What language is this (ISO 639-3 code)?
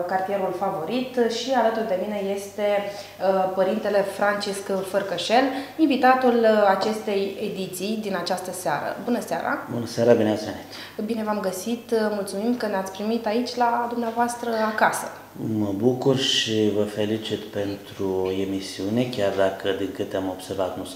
ron